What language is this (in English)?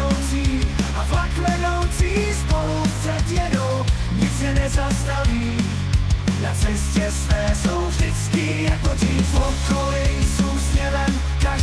Czech